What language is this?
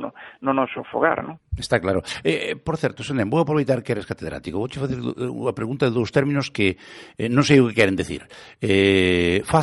Galician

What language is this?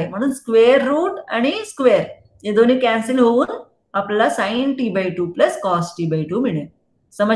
Marathi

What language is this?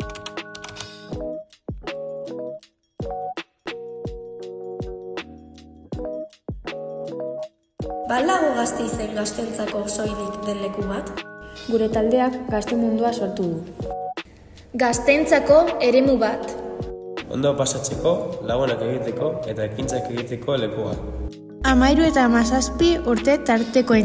Basque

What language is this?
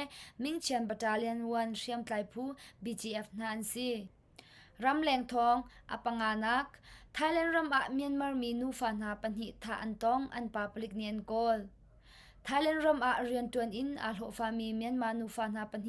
Hakha Chin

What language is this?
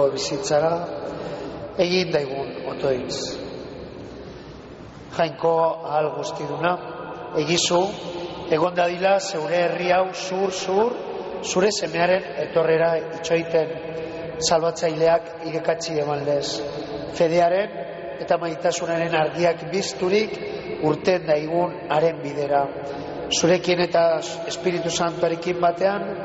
Basque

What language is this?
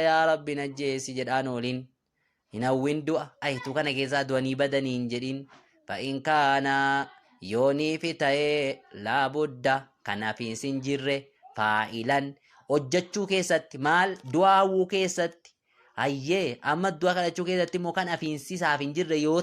Oromo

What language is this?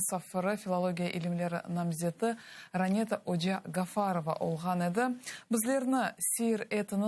Crimean Tatar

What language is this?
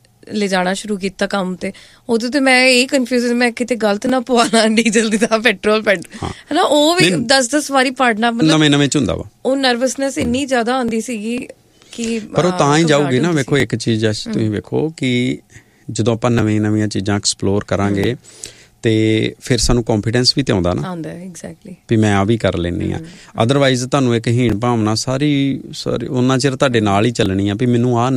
Punjabi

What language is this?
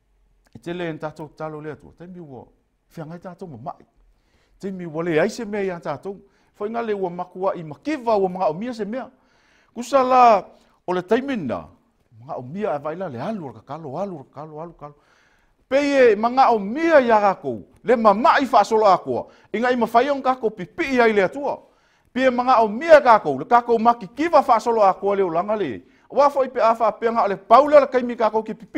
Samoan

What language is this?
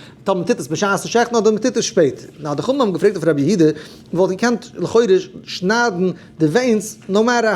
Yiddish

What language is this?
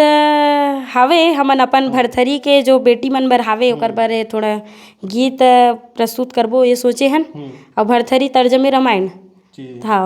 Chhattisgarhi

